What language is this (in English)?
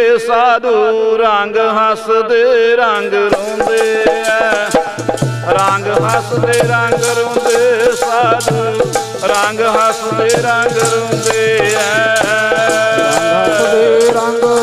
Punjabi